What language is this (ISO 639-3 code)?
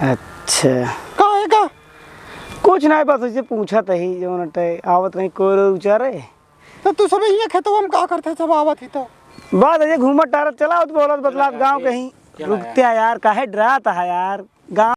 awa